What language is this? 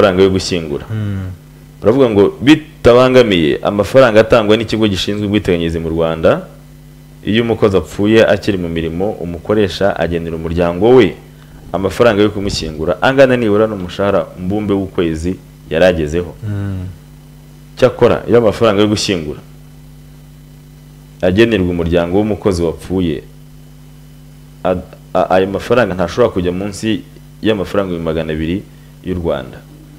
Kinyarwanda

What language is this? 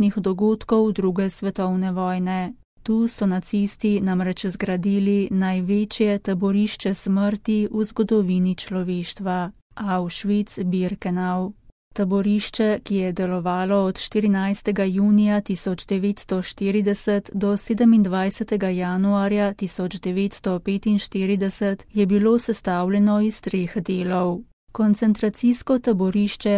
Slovenian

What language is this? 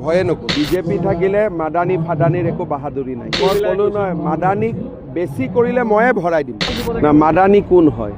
Assamese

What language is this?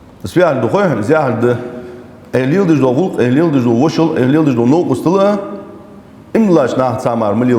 Ingush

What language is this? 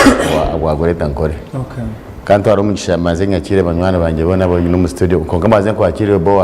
Nyankole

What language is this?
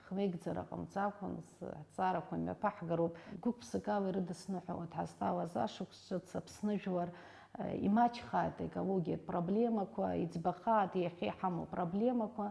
Abkhazian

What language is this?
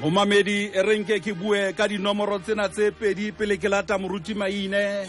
Southern Sotho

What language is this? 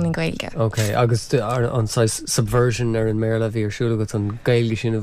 Irish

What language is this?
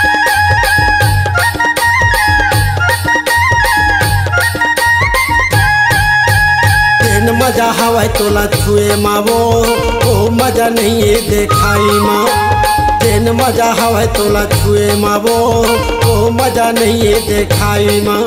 Chhattisgarhi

